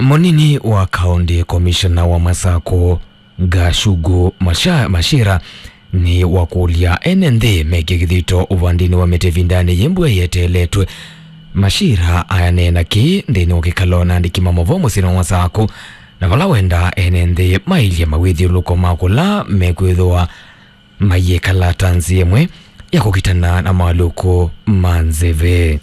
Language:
Kamba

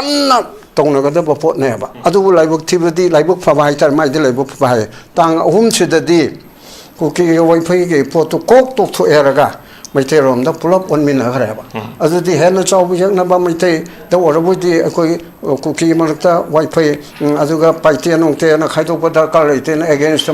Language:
Manipuri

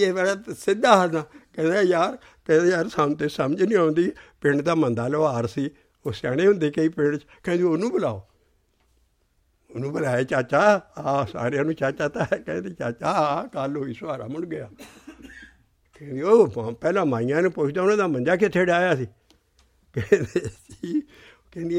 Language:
Punjabi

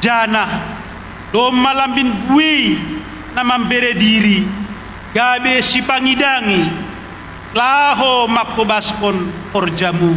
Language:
Batak Simalungun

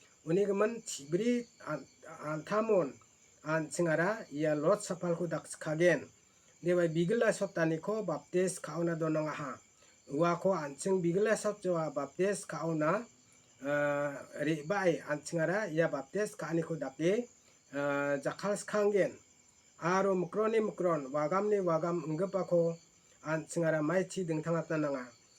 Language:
Garo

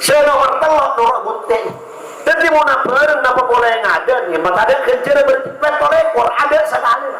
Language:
Madurese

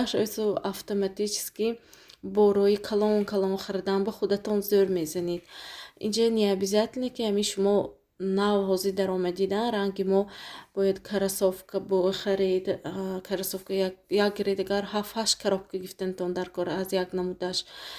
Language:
Tajik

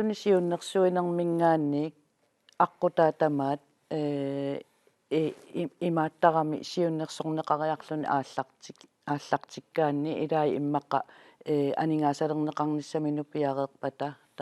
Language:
Kalaallisut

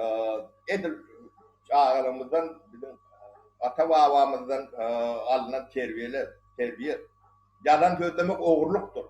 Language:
Turkmen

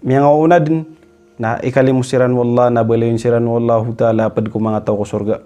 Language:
Maranao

